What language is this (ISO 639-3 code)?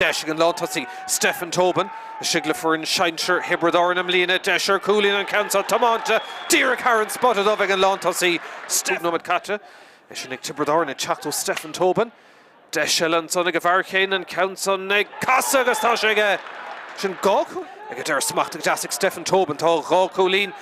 gle